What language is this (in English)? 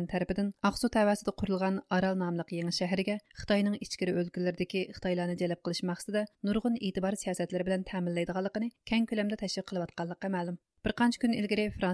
Uyghur